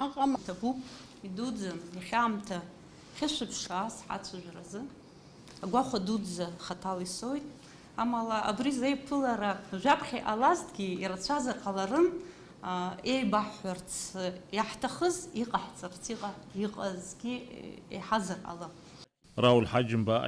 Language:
Abkhazian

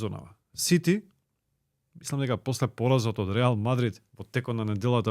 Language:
Macedonian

